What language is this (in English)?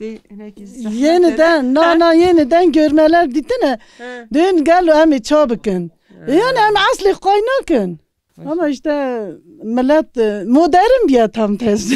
Kurdish